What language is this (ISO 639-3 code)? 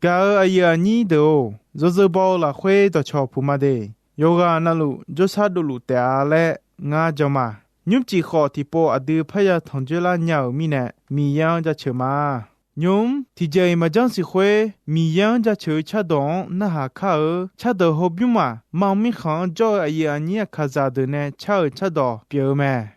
ahk